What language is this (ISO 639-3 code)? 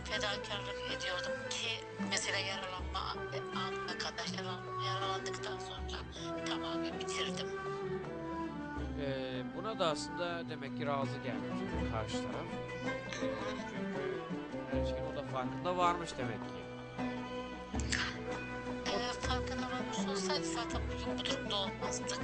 tur